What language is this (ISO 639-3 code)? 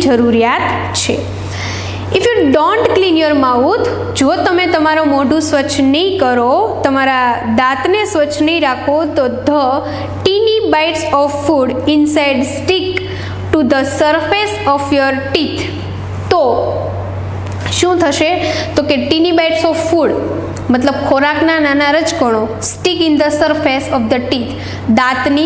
guj